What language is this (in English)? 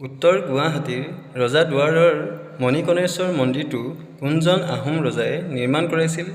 Assamese